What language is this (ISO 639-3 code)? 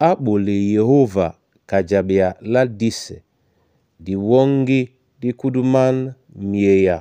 dua